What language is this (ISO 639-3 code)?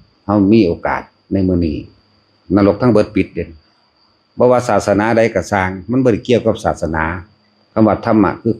tts